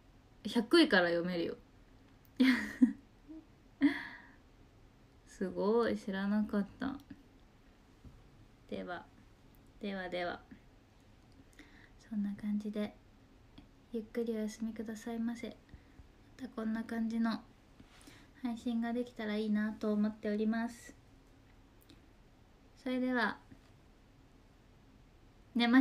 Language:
Japanese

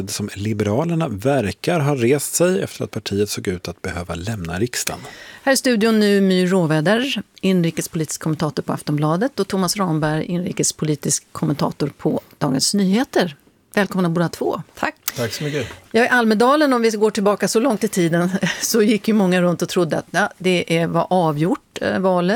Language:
Swedish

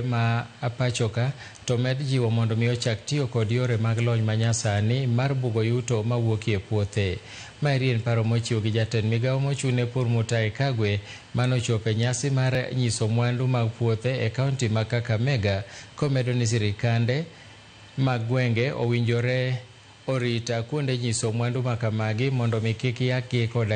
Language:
Luo (Kenya and Tanzania)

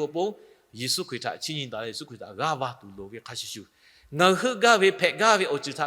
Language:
Lahu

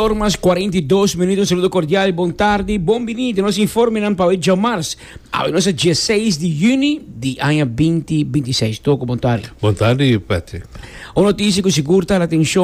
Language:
Papiamento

